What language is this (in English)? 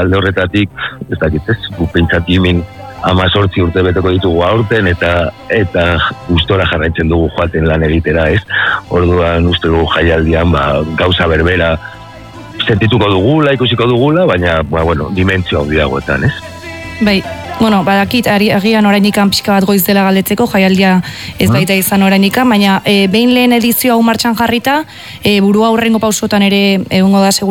Basque